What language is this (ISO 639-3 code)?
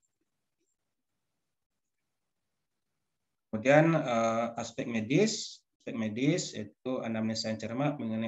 ind